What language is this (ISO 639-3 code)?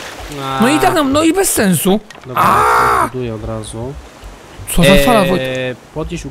pol